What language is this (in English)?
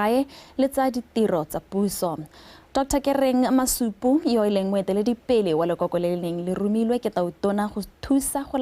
Tswana